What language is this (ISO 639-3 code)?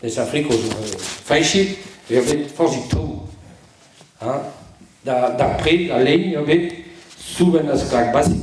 bre